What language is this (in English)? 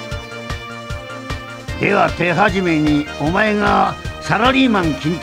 Japanese